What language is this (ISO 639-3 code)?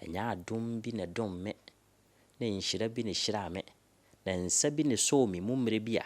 aka